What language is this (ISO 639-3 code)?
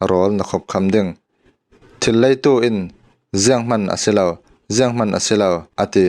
cfm